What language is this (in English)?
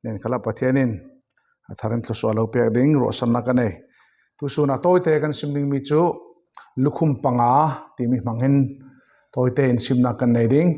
Falam Chin